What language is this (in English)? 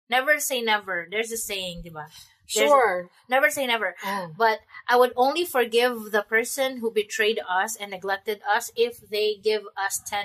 Cebuano